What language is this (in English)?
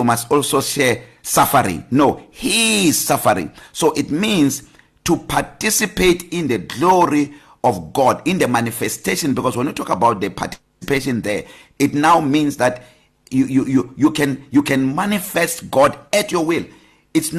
English